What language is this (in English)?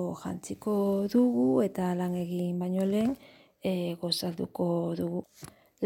Basque